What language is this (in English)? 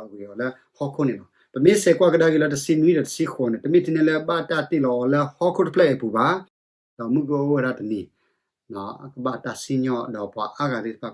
S'gaw Karen